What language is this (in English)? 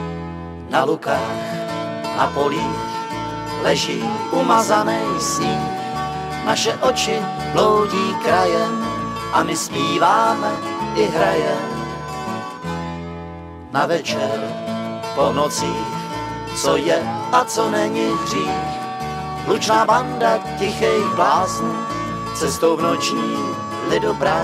Czech